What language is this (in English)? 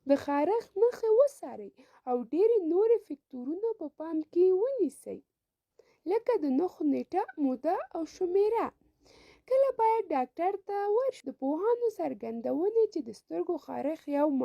Pashto